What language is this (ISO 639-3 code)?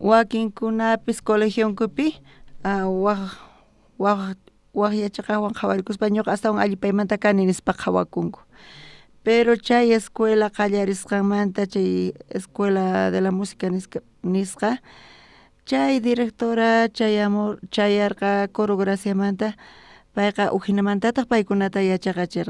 quh